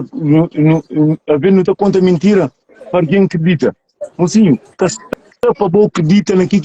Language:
Kabuverdianu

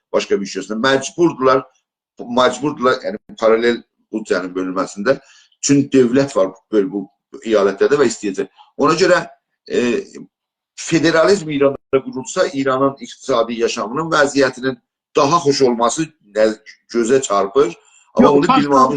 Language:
South Azerbaijani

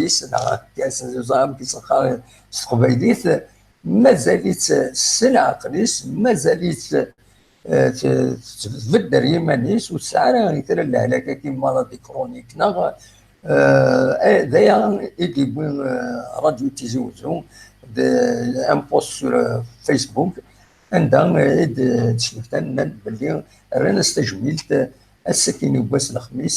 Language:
Kabyle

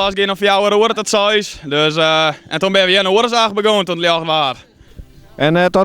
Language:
Western Frisian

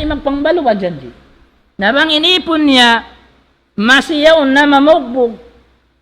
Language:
Tausug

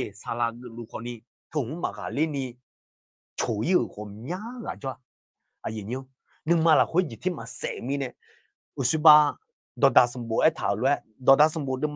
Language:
Akha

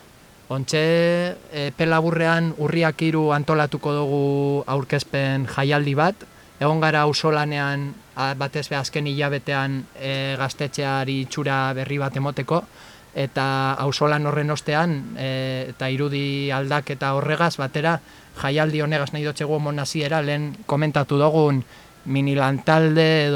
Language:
Basque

